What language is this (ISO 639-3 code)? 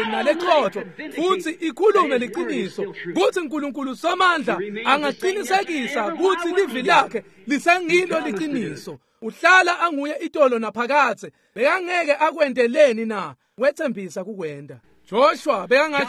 ssw